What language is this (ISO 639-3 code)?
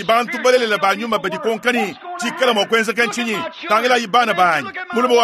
lua